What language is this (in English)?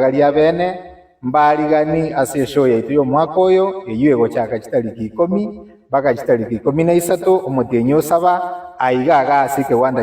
Gusii